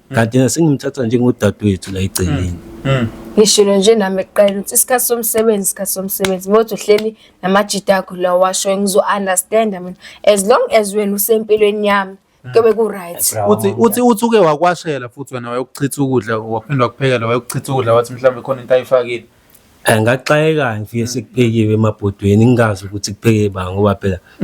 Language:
Zulu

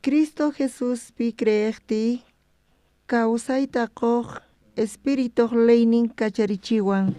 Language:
South Bolivian Quechua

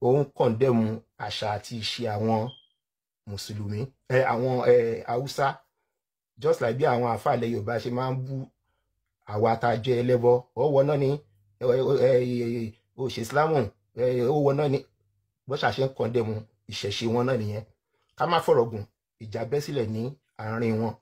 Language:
Yoruba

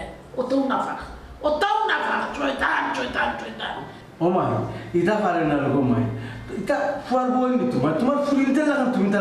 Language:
Sylheti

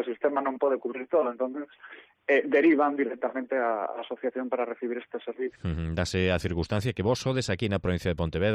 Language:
Galician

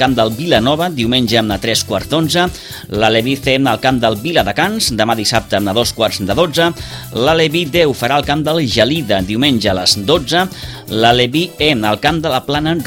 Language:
Catalan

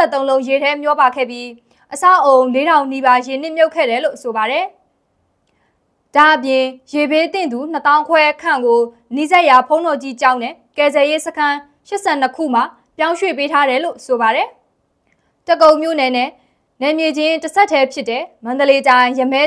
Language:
Burmese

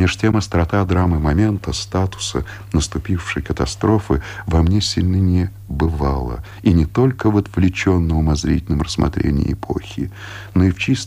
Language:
Russian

